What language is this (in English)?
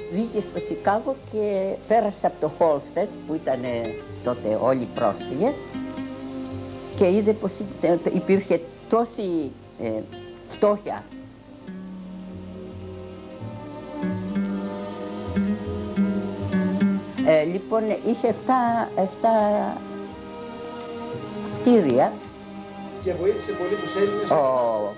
Greek